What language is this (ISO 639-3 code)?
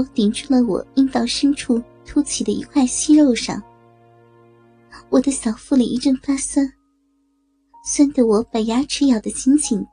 zho